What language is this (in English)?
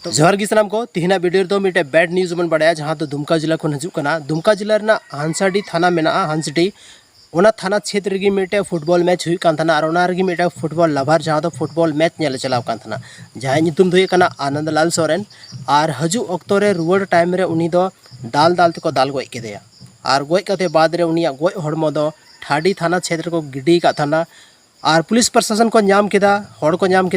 Santali